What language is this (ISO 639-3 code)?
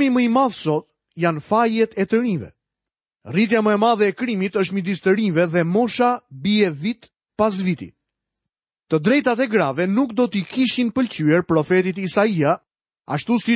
sqi